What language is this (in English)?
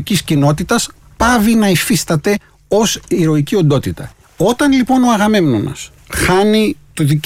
Greek